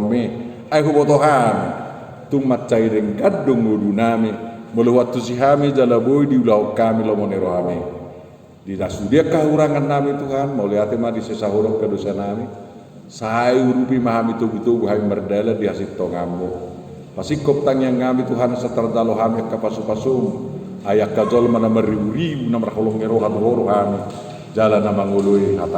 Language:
Batak Toba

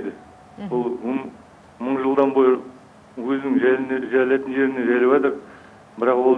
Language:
Kazakh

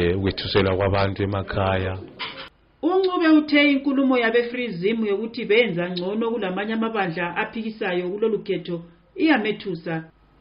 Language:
North Ndebele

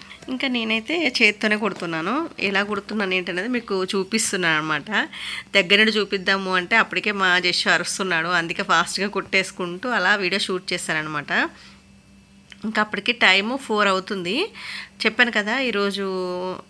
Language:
Telugu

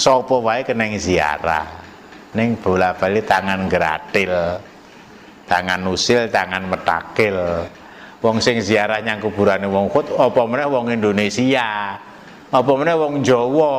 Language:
Javanese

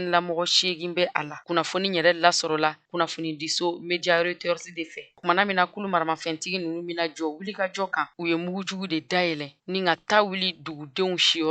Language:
Bambara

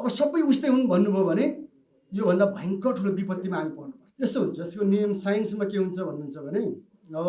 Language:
Nepali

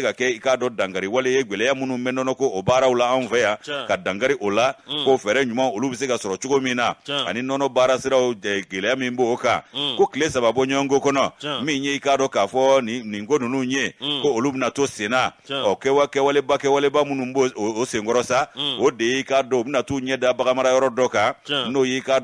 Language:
Bambara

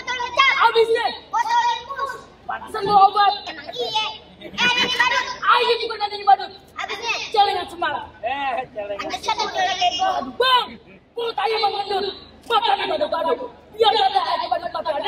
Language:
Betawi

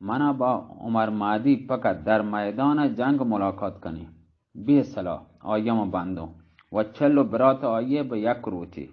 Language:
Baluchi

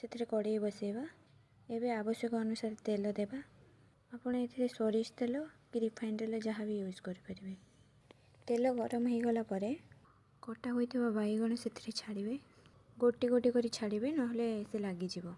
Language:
Odia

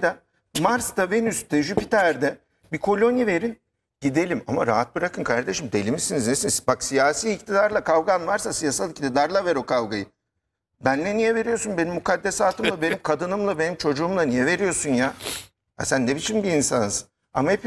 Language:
Turkish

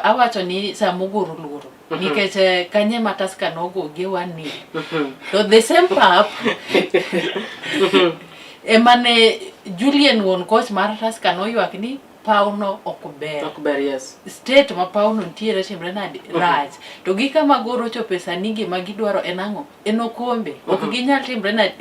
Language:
Luo (Kenya and Tanzania)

